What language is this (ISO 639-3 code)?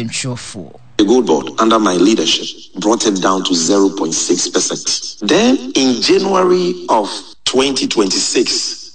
aka